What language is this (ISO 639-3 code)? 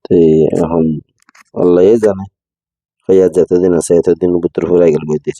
rhg